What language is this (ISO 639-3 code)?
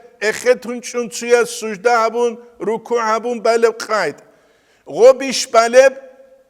ava